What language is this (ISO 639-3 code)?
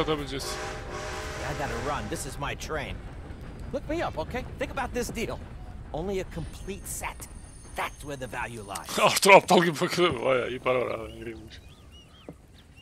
tur